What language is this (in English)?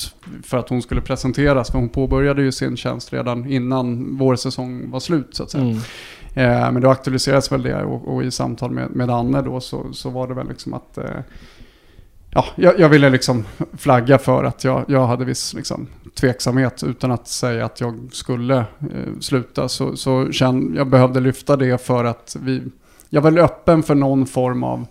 Swedish